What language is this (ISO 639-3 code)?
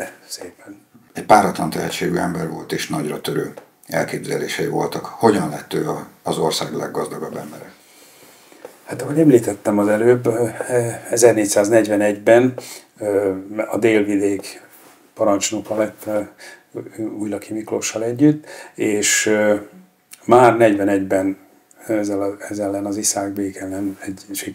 hun